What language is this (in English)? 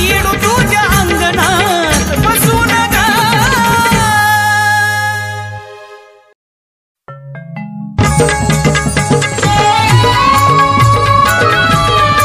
Marathi